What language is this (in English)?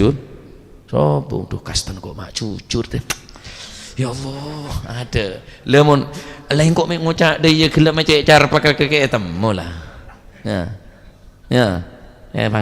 Madurese